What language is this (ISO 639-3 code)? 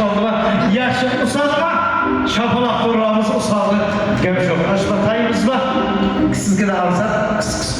kaa